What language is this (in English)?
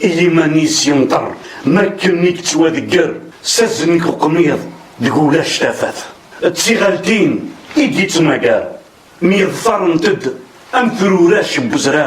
Kabyle